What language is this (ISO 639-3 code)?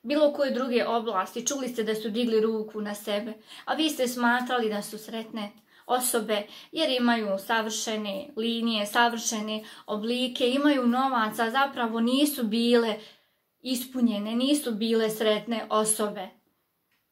hrv